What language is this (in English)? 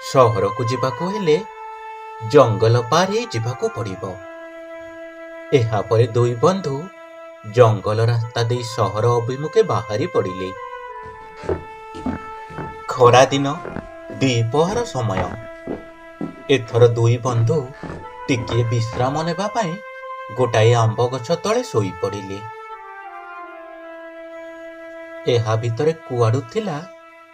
Odia